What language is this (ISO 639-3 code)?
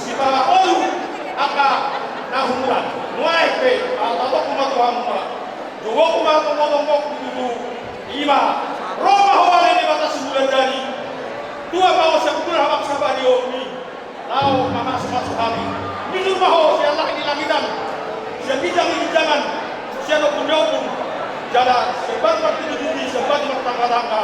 bbc